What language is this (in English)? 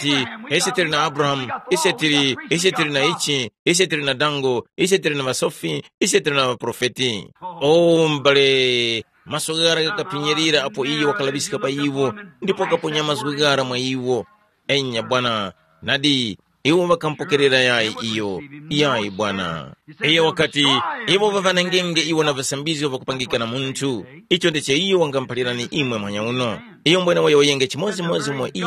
Tumbuka